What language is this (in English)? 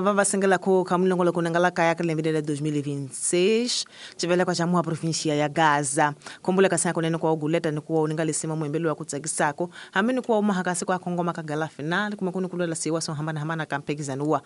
Tsonga